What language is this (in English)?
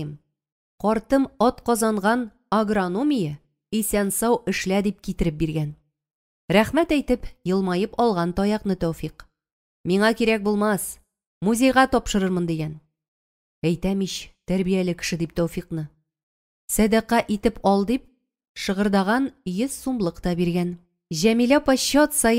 Tatar